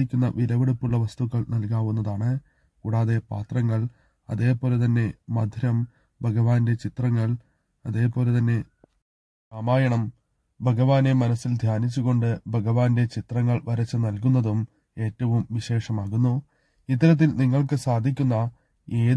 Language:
Malayalam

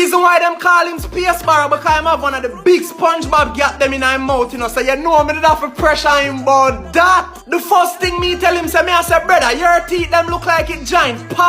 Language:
Jamaican Creole English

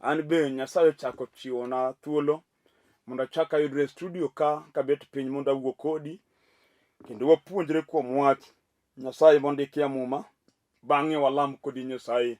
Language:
Luo (Kenya and Tanzania)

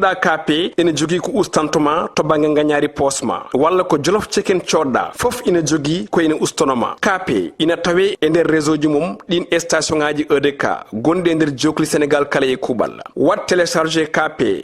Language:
Fula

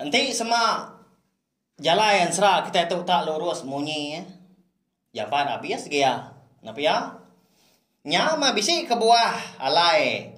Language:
Iban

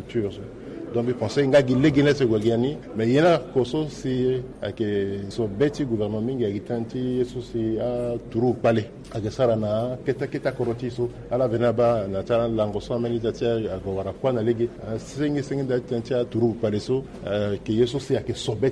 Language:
Sango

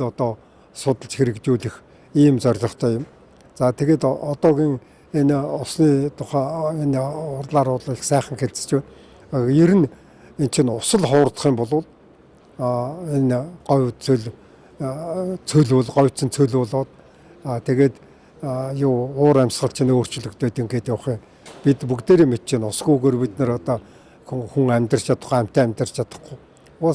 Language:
Mongolian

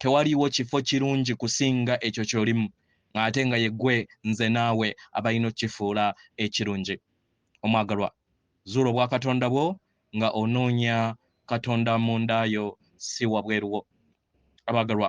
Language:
Ganda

